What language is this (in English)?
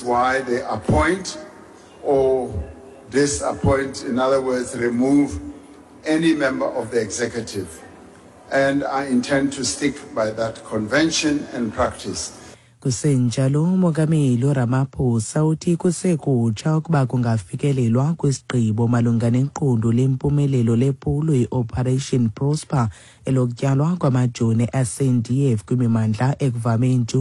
Xhosa